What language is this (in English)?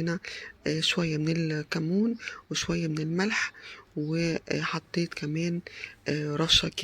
Egyptian Arabic